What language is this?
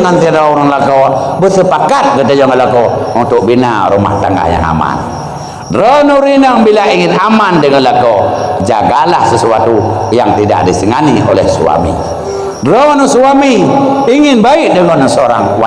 Achinese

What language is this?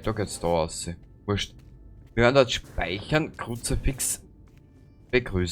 Bavarian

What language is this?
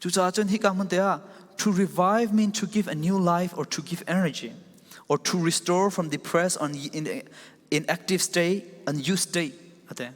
Falam Chin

